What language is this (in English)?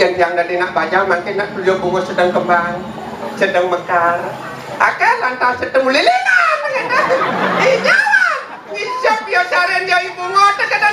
Balinese